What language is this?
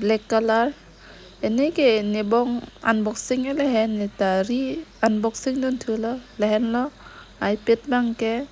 Karbi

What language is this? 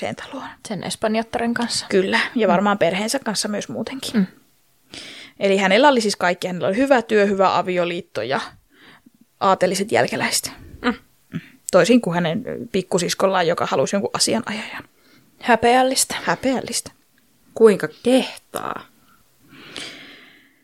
Finnish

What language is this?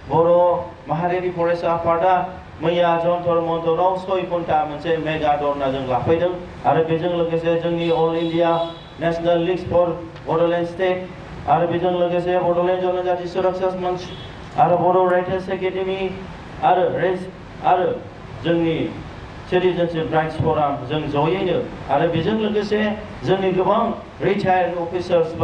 Bodo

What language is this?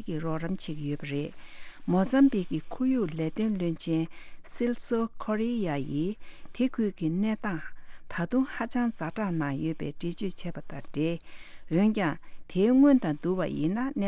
Tibetan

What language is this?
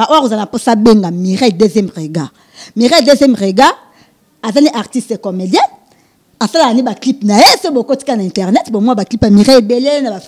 Lingala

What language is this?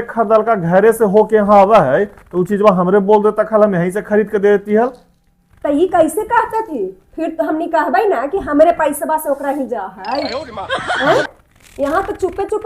Magahi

